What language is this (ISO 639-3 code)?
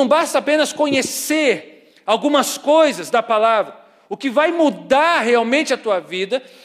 por